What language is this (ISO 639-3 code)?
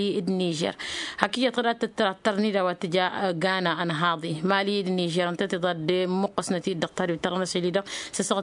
taq